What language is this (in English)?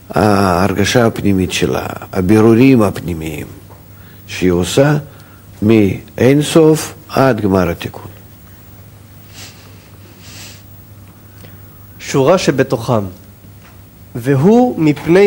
Hebrew